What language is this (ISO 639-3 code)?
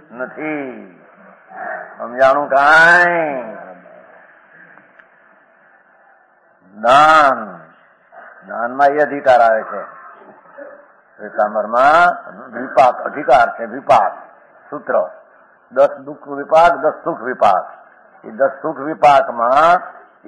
guj